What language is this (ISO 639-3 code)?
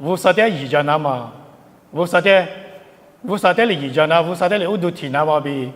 lis